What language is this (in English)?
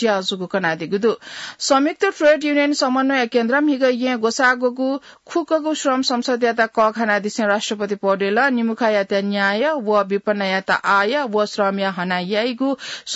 Newari